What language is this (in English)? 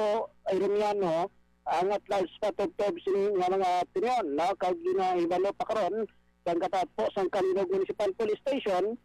Hiligaynon